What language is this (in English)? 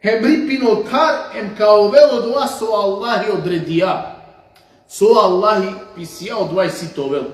Balkan Romani